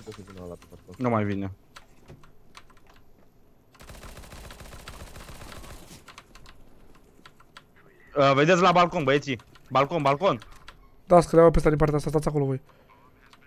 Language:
Romanian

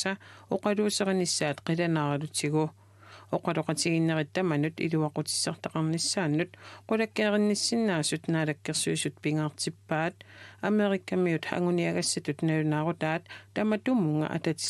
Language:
Kalaallisut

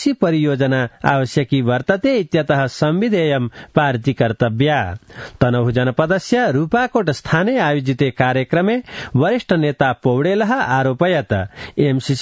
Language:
Sanskrit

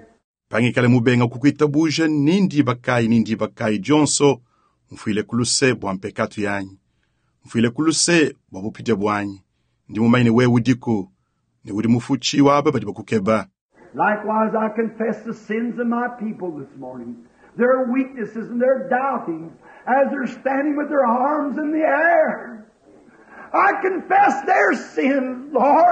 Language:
Luba-Lulua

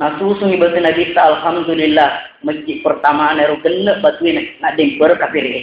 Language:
Buginese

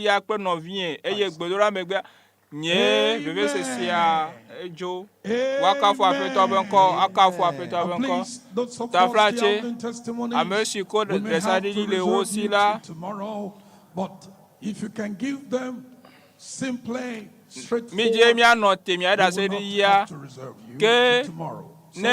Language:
Ewe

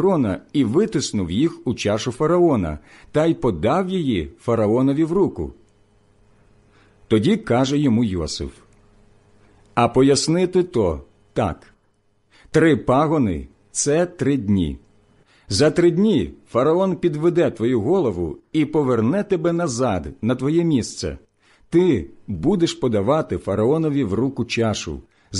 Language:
Ukrainian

